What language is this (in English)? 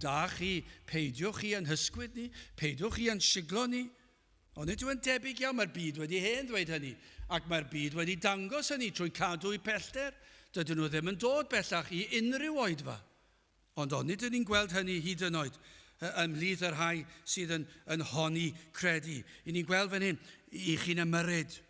Welsh